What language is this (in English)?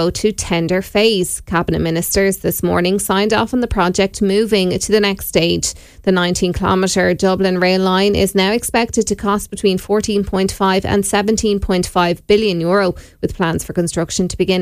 English